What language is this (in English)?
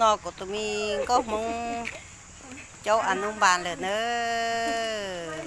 Hmong